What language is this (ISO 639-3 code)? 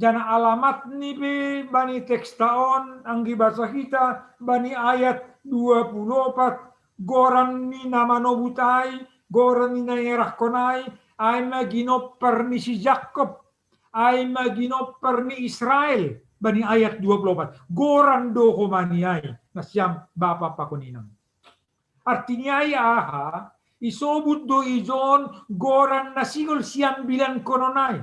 bts